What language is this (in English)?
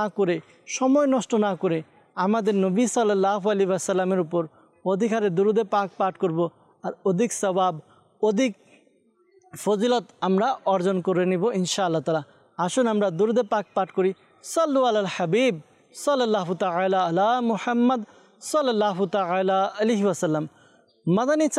Bangla